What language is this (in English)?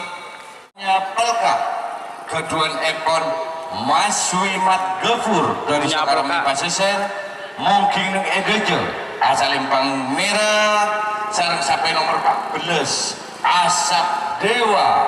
Madurese